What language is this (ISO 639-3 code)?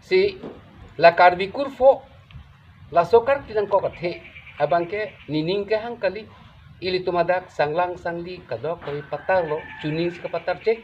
mjw